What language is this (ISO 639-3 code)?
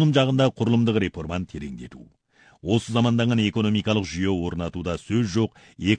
kaz